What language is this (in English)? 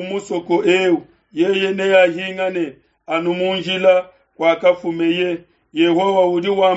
Luba-Lulua